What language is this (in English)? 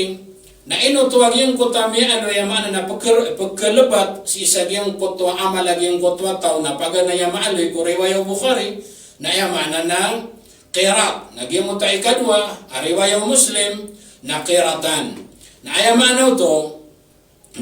Maranao